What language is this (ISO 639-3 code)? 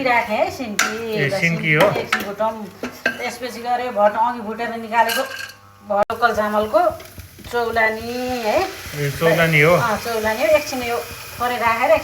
nep